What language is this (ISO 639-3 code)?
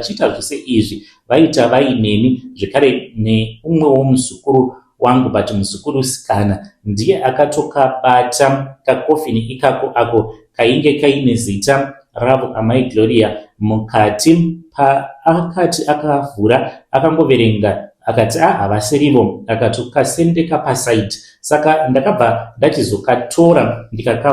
sna